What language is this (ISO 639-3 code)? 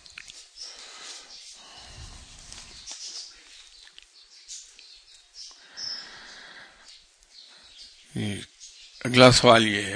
urd